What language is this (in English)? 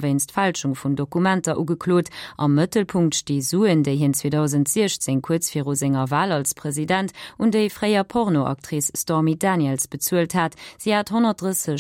Luxembourgish